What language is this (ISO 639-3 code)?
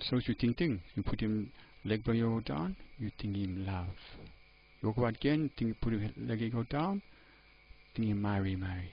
tpi